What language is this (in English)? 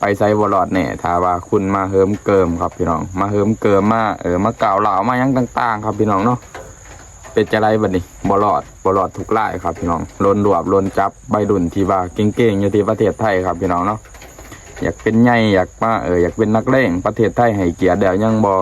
Northeastern Thai